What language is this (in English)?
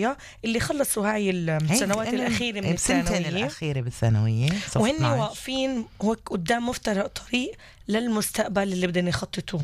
North Levantine Arabic